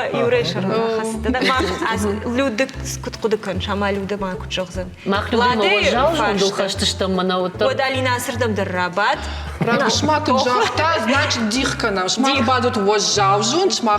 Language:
Ossetic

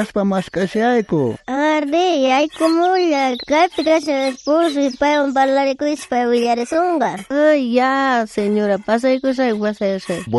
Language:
South Bolivian Quechua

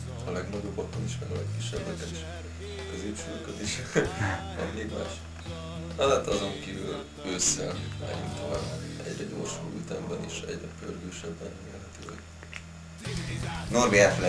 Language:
Hungarian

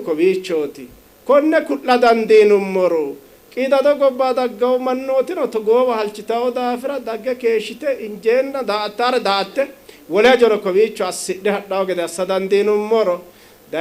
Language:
Sidamo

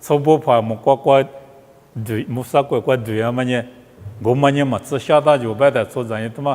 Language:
Lisu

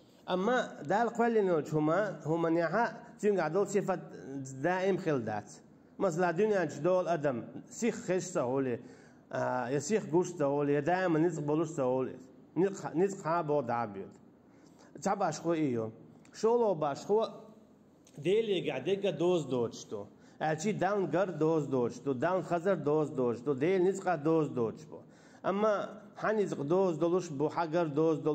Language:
Chechen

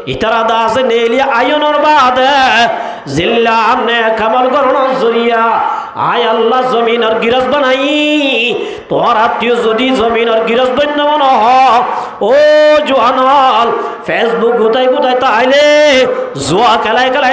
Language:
Rohingya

